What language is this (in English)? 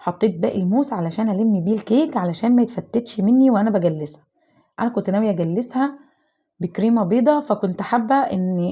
Egyptian Arabic